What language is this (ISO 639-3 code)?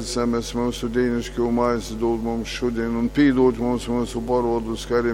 ltg